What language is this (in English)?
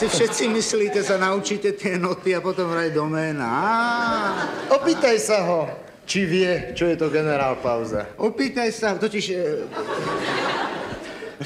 Slovak